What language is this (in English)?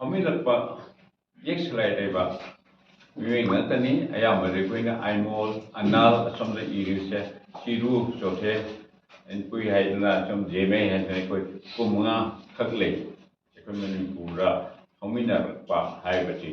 Manipuri